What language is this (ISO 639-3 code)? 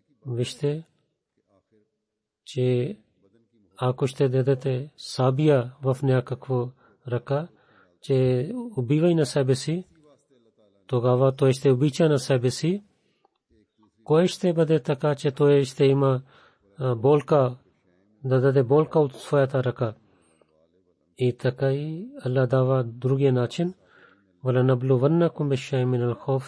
bul